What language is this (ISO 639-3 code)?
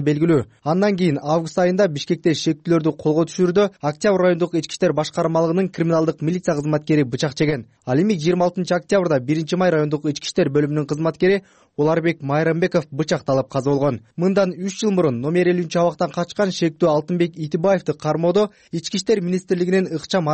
kir